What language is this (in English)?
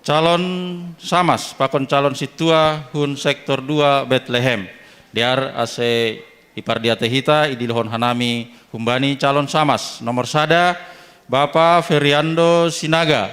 Batak Simalungun